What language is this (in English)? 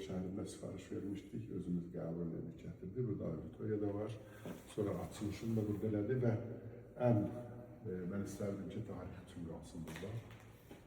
Azerbaijani